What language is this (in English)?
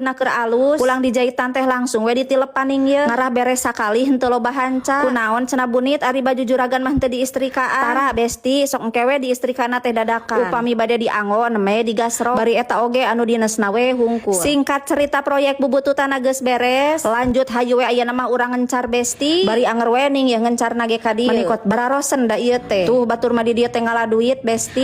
Sundanese